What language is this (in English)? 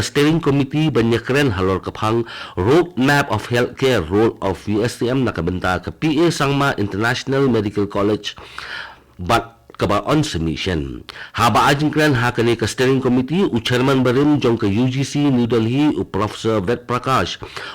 Khasi